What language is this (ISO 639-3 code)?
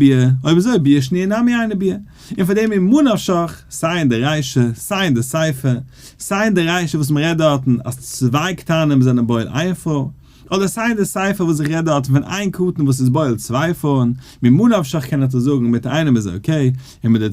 yid